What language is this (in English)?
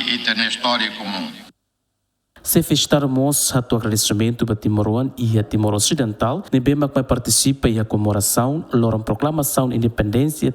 Tetum